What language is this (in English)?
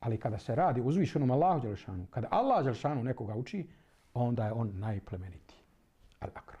Bosnian